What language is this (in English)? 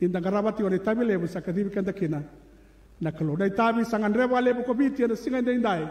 Fijian